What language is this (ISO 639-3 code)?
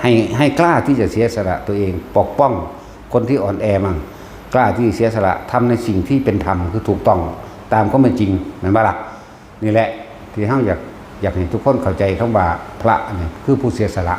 tts